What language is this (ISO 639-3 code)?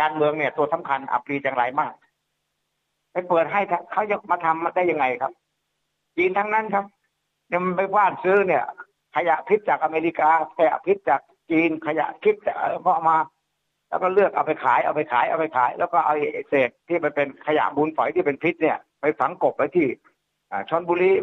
tha